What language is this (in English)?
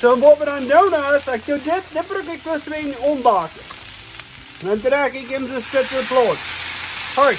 Plautdietsch